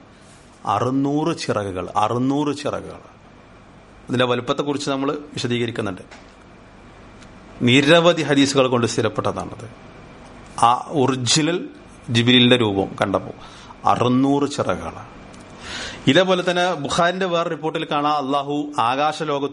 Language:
Malayalam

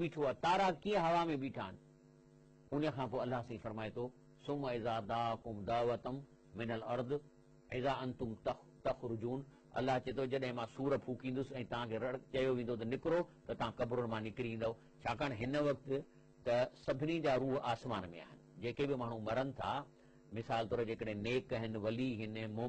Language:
Sindhi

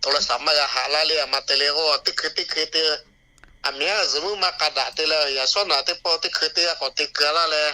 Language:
Lahu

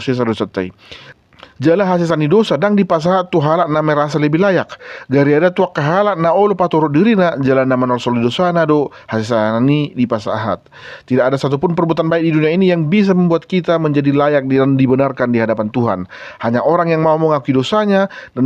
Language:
Batak Toba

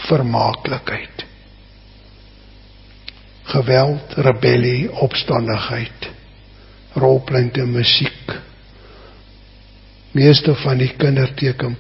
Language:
Afrikaans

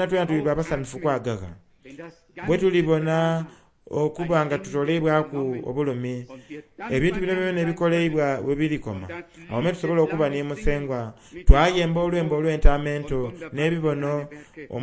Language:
Soga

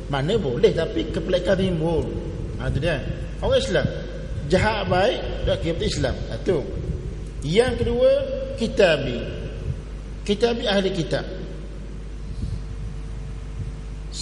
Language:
Malay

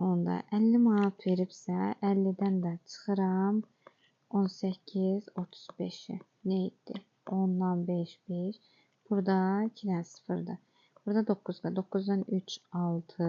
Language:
Azerbaijani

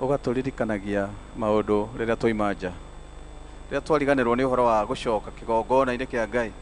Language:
Kikuyu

